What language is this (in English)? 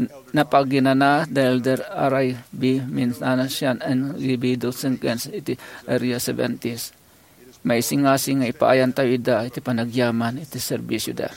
Iloko